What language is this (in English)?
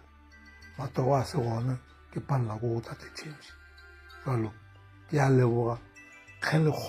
Northern Sotho